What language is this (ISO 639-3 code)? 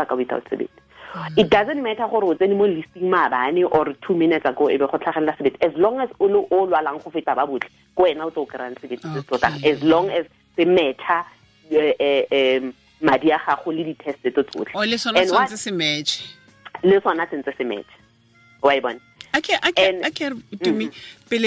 tsn